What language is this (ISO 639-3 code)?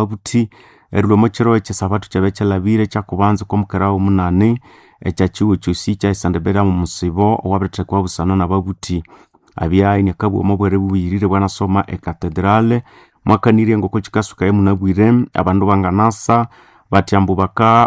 nnb